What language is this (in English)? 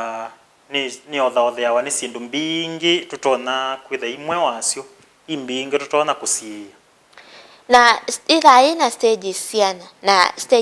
Kamba